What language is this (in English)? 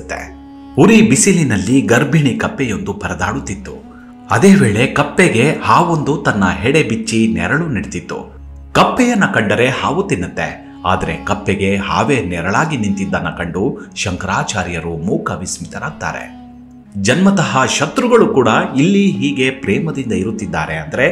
Kannada